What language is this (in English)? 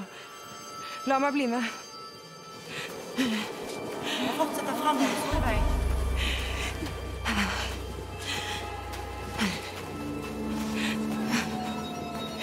Norwegian